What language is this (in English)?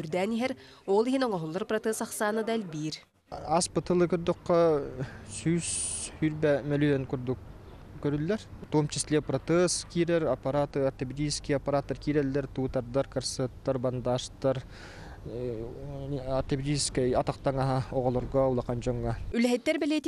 Yakut